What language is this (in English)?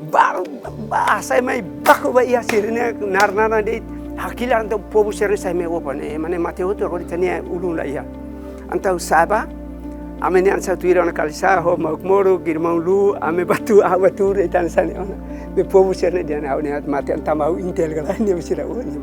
Tetum